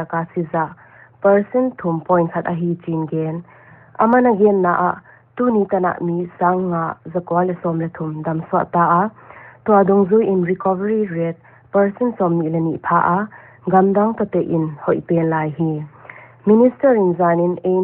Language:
Paite Chin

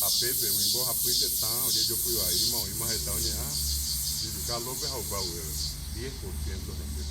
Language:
Guarani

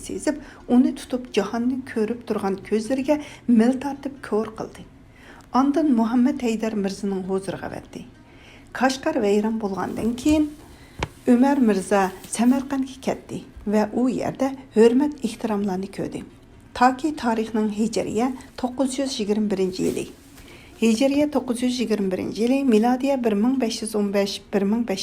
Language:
Uyghur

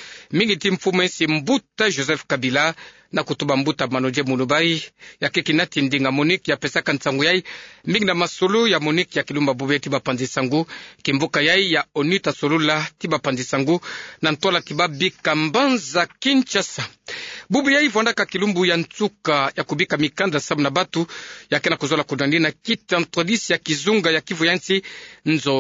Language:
Kituba (Democratic Republic of Congo)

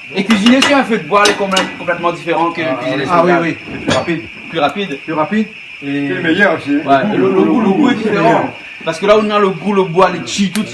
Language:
Réunion Creole French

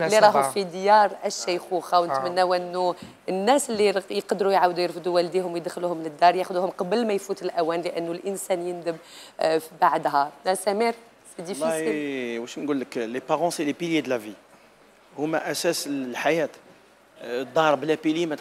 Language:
Algerian Arabic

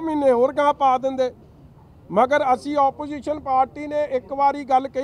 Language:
Punjabi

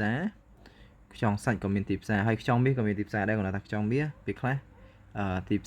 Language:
Khmer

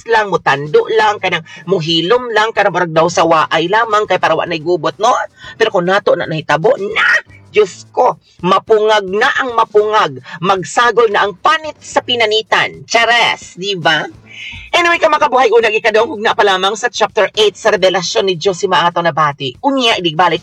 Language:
Cebuano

